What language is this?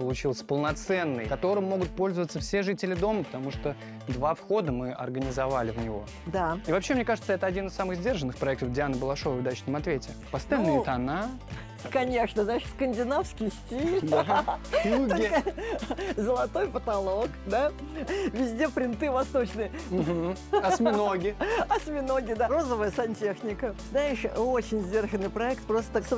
Russian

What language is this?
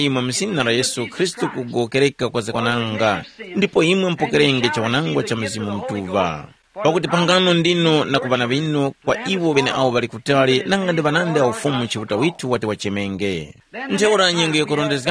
Tumbuka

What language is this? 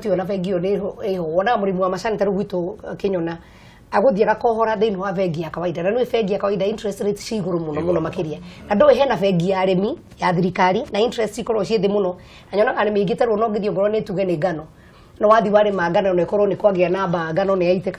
Kikuyu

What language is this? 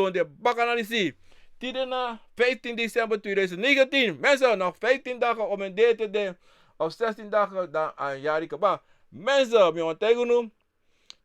Sranan Tongo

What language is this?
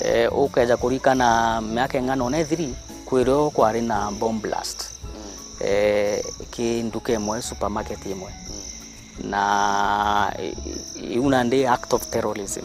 Meru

